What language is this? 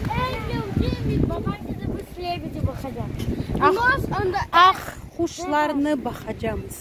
Crimean Tatar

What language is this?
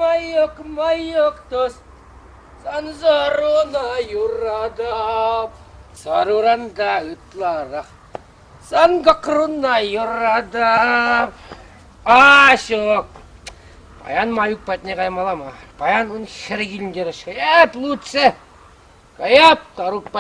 Chuvash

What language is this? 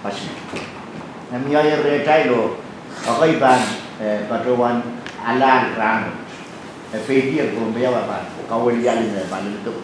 Pohnpeian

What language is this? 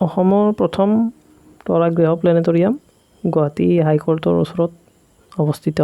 Assamese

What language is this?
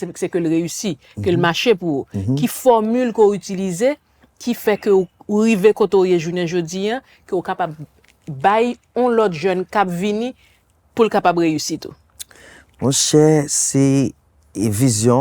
Haitian Creole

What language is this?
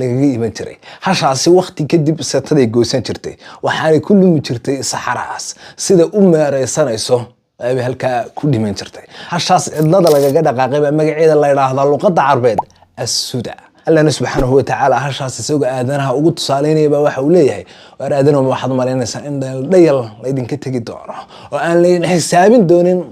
Somali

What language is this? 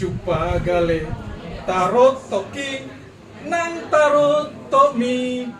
Batak Toba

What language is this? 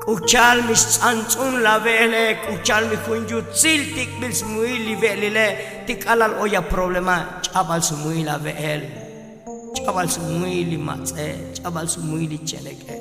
Tzotzil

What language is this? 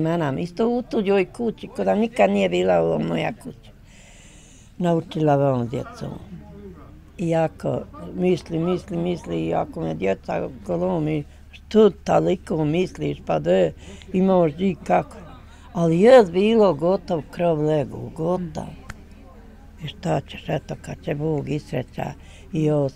Bosnian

